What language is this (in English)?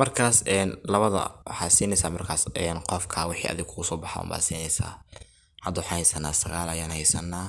Somali